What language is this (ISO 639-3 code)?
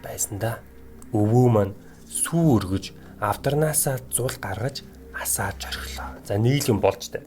mon